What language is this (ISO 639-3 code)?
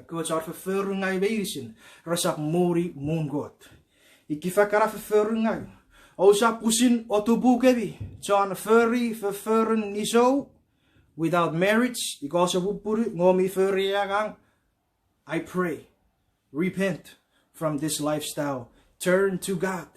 chk